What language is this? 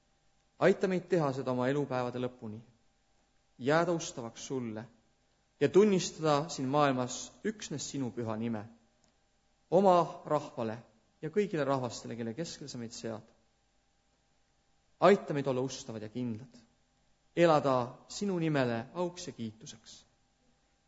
Estonian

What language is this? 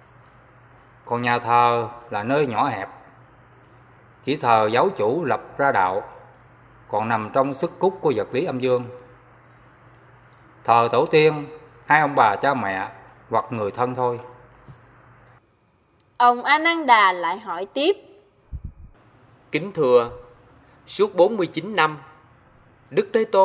Vietnamese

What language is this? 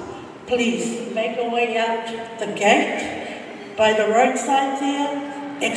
Tongan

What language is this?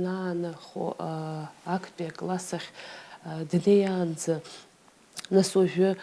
Abkhazian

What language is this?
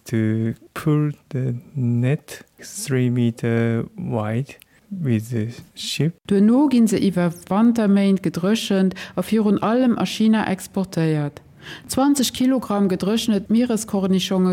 Luxembourgish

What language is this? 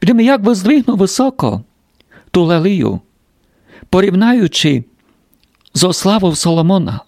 Rusyn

